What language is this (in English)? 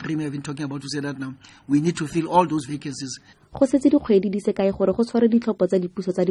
Tswana